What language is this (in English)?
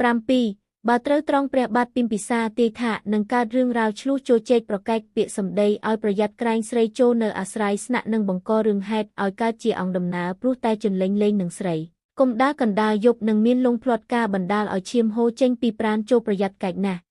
Khmer